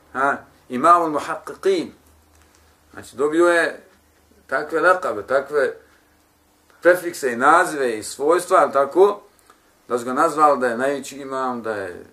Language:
Bosnian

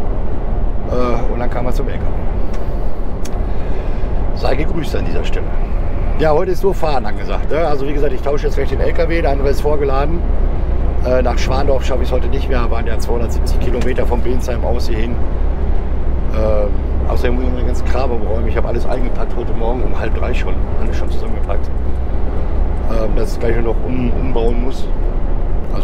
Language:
German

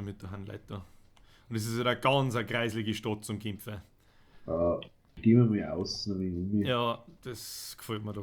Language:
Bavarian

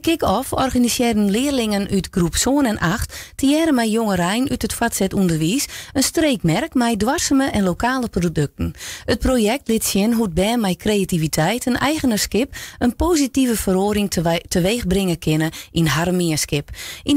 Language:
Western Frisian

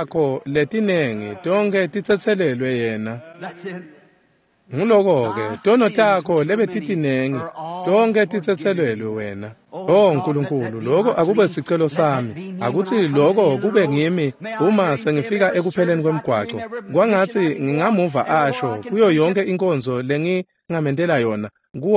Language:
Swati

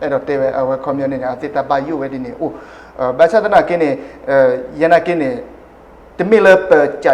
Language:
S'gaw Karen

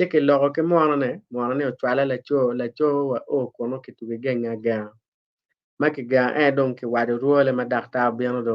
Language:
Acoli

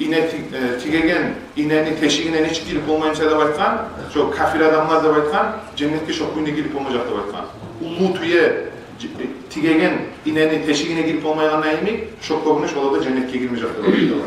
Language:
Kumyk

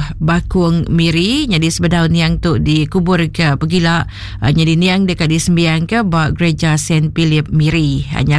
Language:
Iban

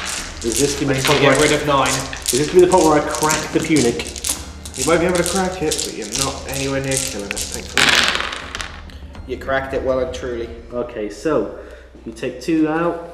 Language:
English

